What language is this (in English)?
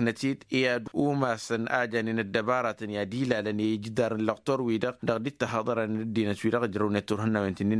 Tamasheq